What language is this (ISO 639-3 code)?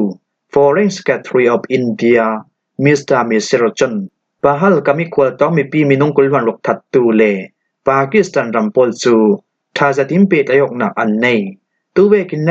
cfm